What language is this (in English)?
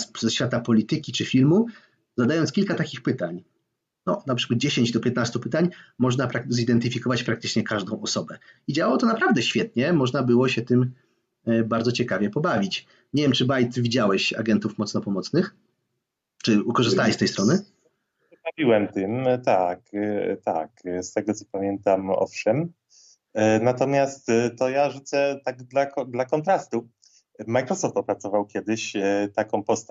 Polish